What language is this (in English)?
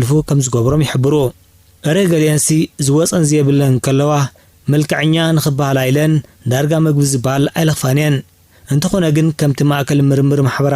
Tigrinya